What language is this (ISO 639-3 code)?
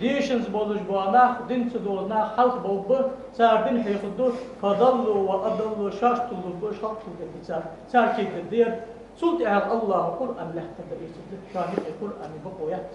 inh